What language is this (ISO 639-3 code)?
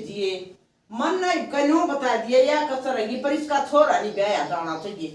bgc